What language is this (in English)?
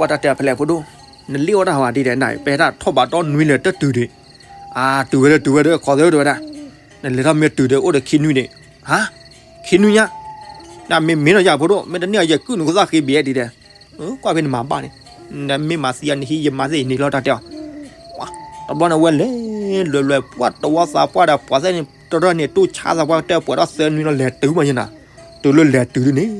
S'gaw Karen